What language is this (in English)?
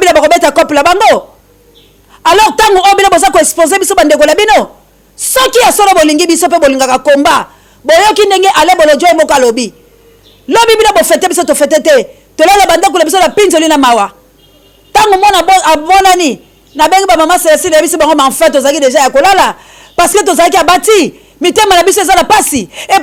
Lingala